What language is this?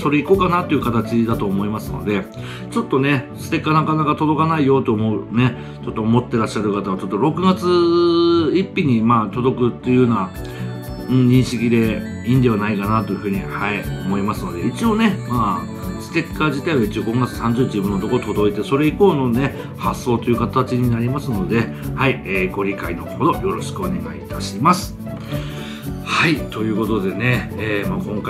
Japanese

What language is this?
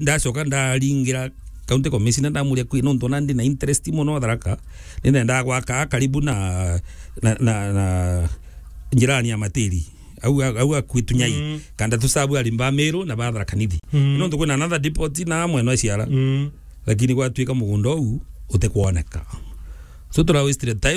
Meru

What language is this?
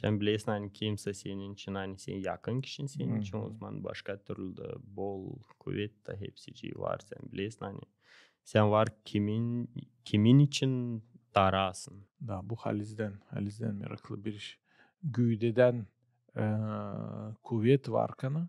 Gagauz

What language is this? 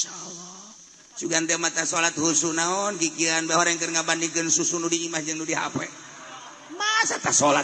Sundanese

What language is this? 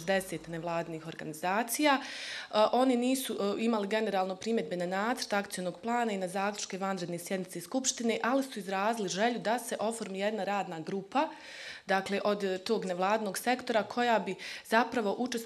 Bosnian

